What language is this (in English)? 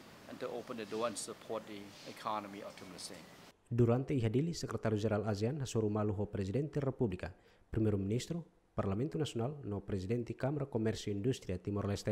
Tetum